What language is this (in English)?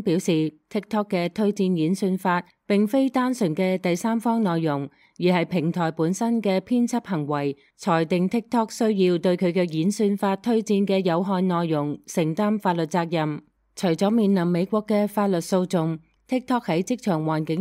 Cantonese